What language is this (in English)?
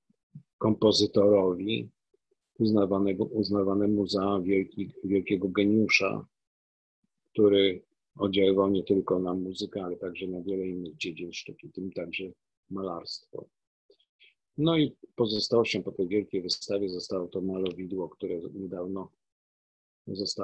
Polish